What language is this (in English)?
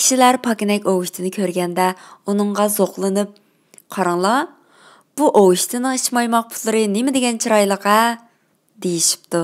Uyghur